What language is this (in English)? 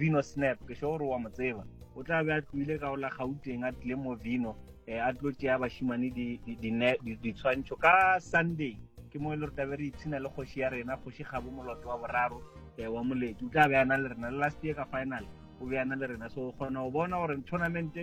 Northern Sotho